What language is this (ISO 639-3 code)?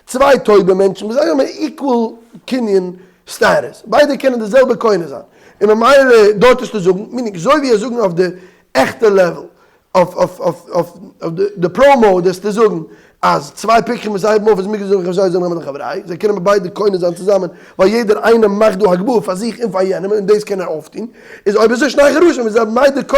yid